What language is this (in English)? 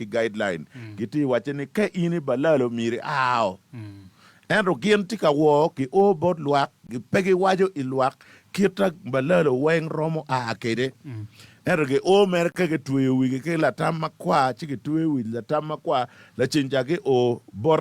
Acoli